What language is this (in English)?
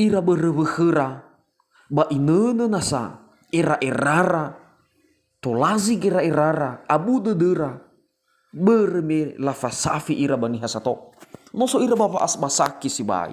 Nias